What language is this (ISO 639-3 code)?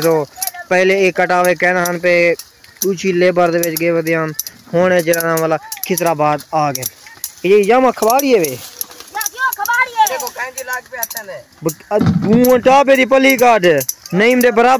skr